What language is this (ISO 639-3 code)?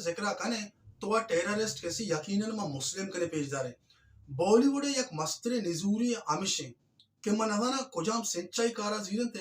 bal